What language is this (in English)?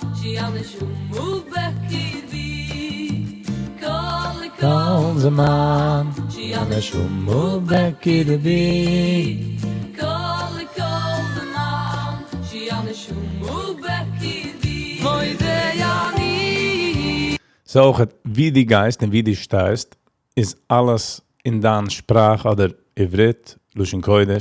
Yiddish